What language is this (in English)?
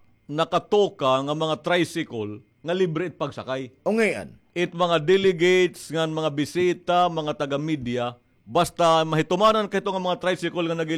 Waray